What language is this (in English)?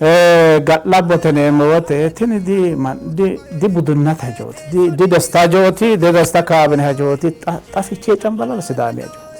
Sidamo